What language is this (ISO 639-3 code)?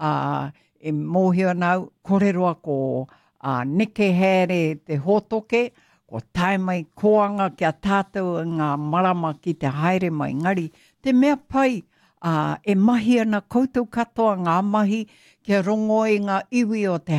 mri